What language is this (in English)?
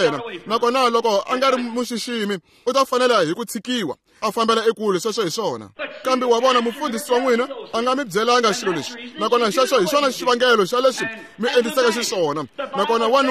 Tsonga